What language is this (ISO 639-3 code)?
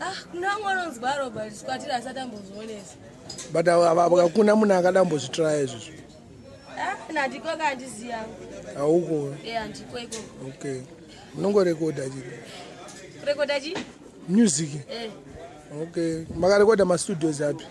sna